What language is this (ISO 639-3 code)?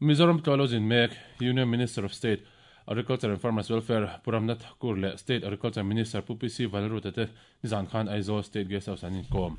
lus